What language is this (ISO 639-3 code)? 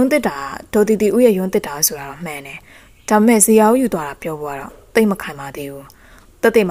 mya